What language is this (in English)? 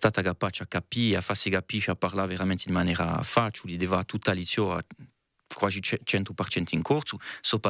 Corsican